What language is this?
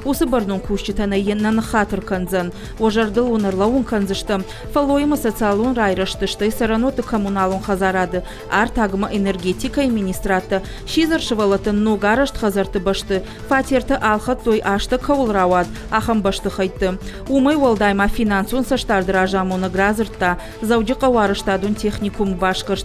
Ossetic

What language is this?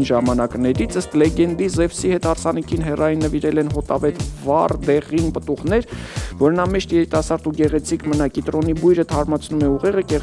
Armenian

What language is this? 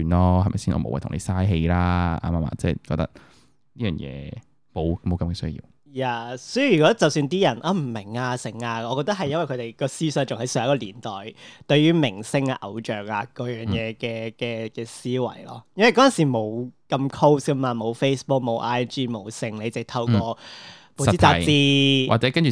Cantonese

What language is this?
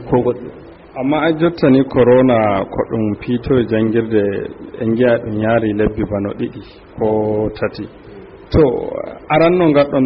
Fula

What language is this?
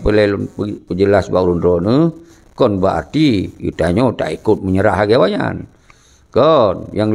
Achinese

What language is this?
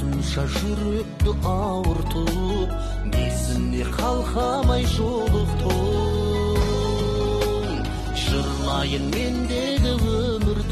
Kazakh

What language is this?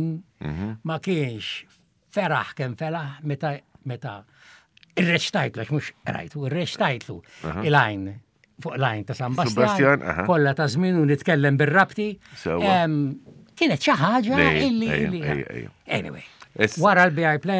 Maltese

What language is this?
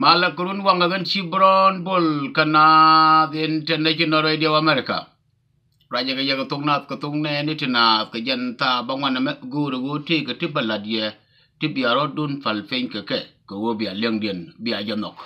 Nuer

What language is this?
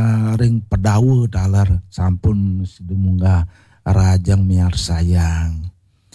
Balinese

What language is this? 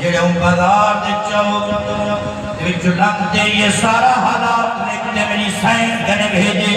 Saraiki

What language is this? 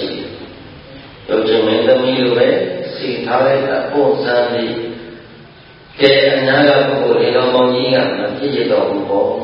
Burmese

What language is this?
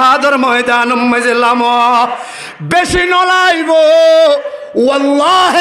Rohingya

